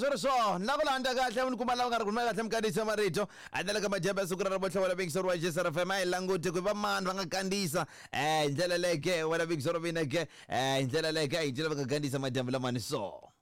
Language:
Tsonga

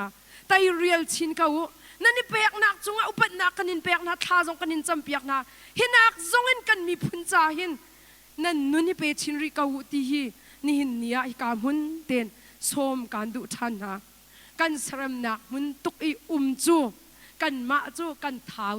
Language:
Hakha Chin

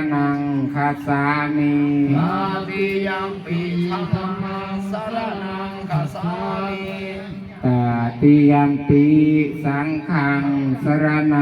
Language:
Pali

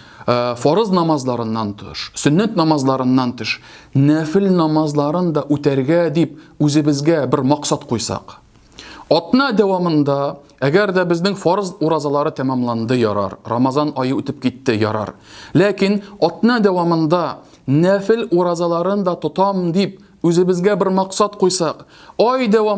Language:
Tatar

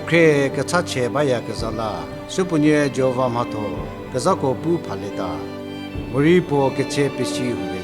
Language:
Angami Naga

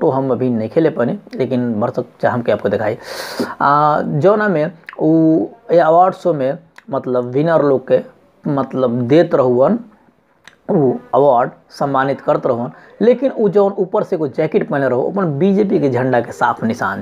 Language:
Bhojpuri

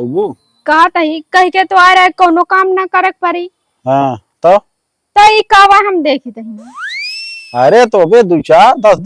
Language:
Awadhi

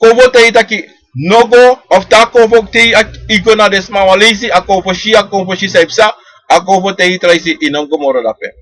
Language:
Sranan Tongo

